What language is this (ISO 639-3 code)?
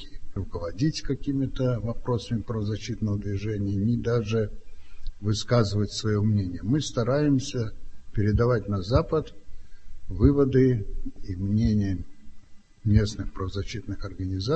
rus